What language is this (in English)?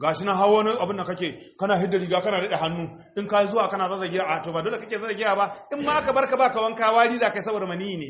Hausa